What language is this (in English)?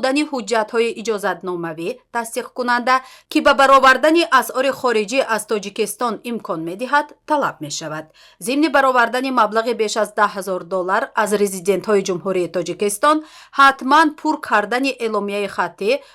Tajik